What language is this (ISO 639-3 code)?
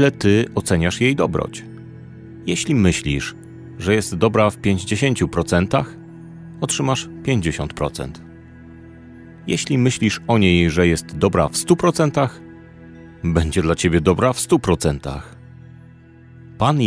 pol